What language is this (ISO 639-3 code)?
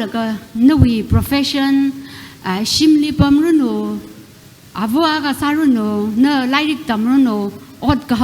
nmf